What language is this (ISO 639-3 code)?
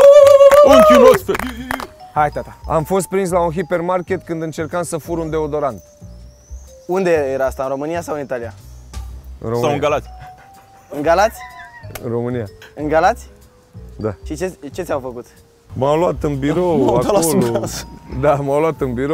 ron